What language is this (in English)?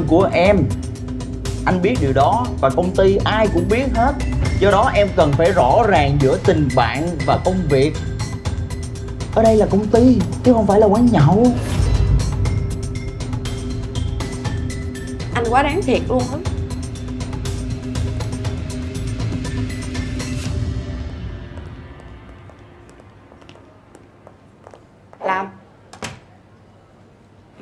Vietnamese